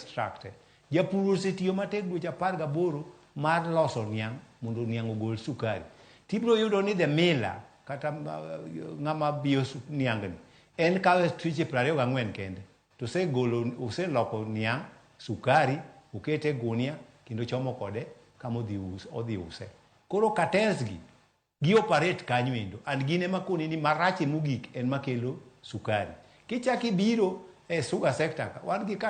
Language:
Luo (Kenya and Tanzania)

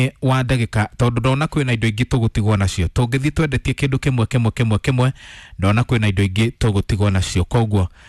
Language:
Kikuyu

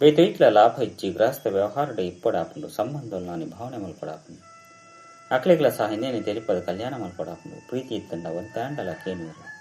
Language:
Tulu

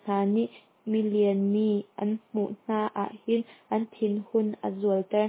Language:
Hakha Chin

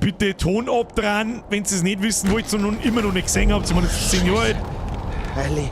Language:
Bavarian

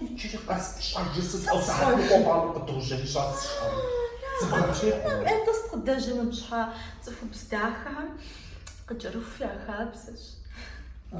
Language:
Kabardian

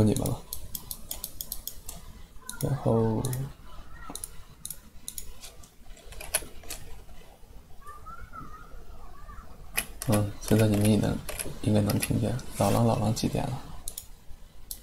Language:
Chinese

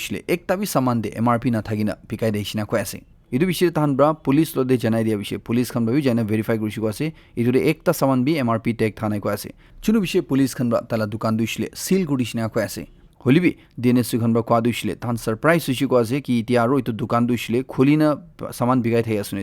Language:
Naga Pidgin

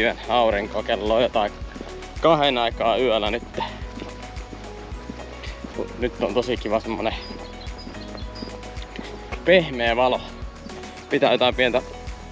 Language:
Finnish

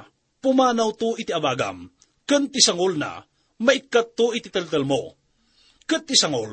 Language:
Iloko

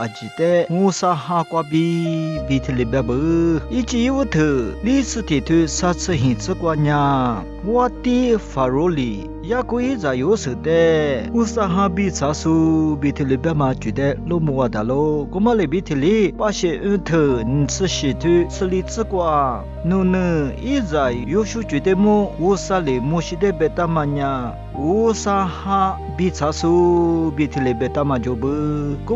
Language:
Lisu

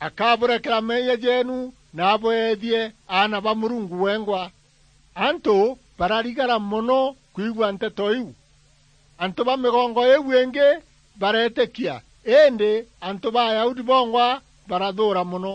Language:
Meru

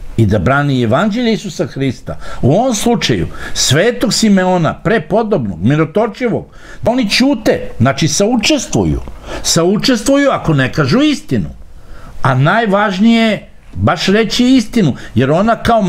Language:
Serbian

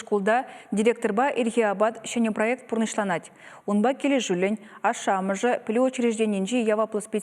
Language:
Chuvash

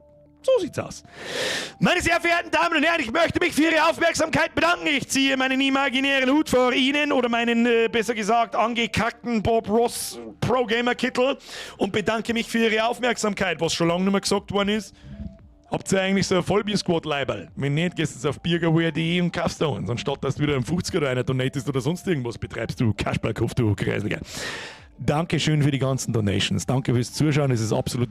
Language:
Bavarian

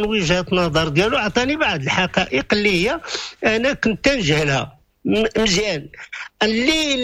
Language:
Moroccan Arabic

